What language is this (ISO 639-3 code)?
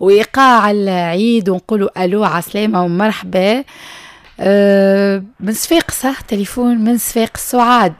aeb